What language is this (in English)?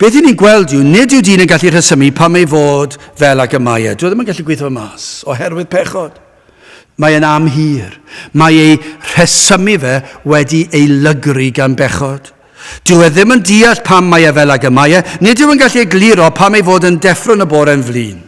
Welsh